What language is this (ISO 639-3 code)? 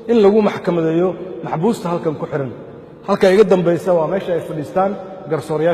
som